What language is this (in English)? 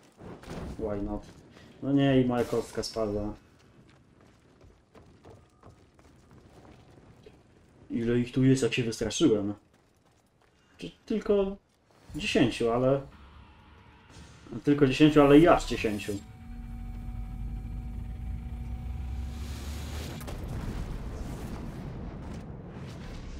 Polish